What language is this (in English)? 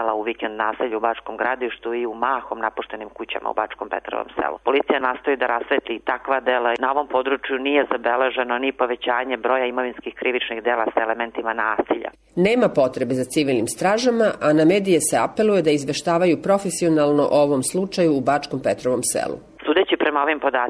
Serbian